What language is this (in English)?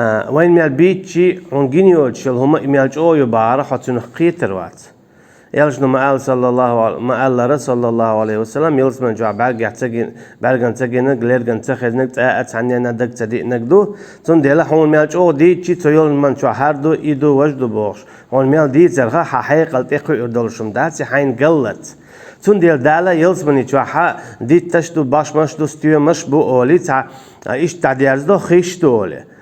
Chechen